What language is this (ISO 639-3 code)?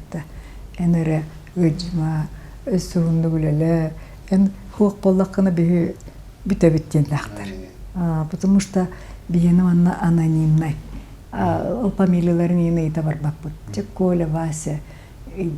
sah